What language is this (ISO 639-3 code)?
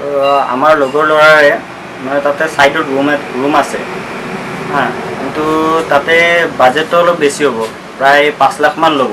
asm